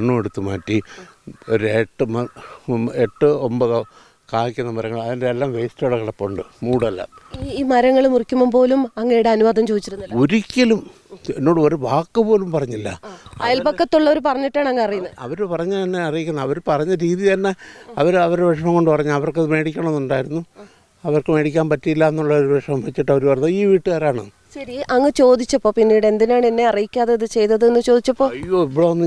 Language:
Malayalam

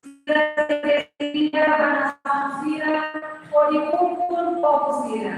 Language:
Tetum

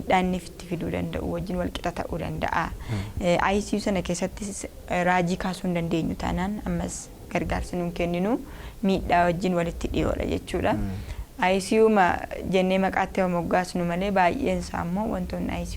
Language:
Oromo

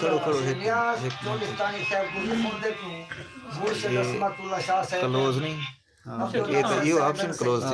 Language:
Saraiki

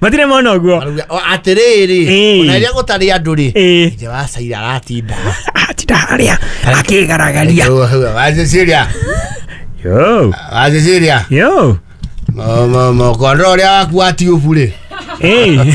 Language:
Kikuyu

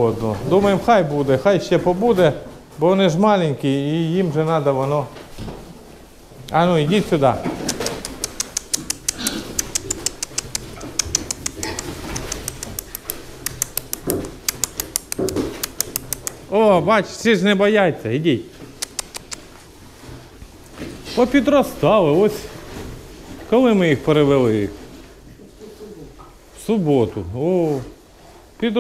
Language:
Ukrainian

